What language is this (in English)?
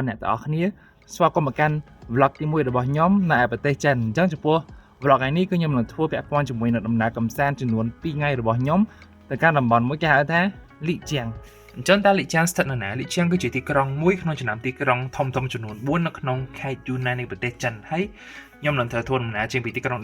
Khmer